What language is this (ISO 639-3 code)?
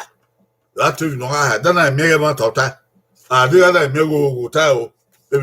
bin